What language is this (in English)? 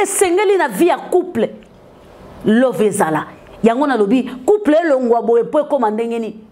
Lingala